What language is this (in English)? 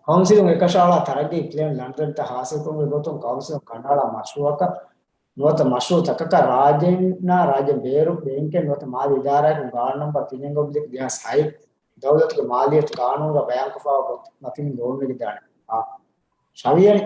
Divehi